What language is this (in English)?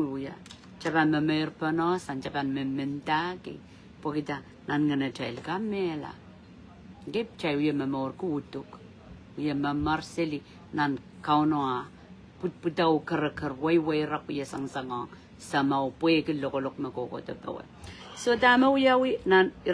Pohnpeian